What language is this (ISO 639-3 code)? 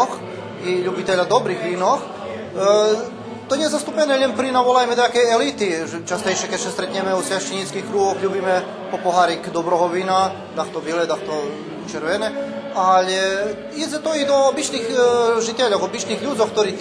rue